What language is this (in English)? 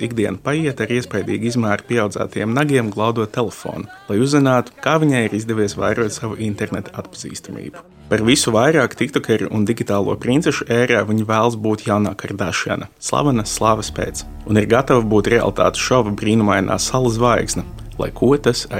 Latvian